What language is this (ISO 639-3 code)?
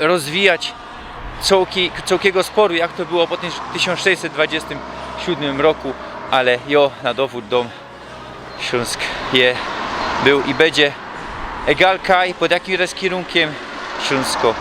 szl